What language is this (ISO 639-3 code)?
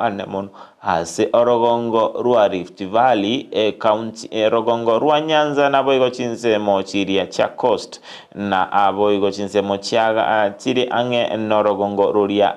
guz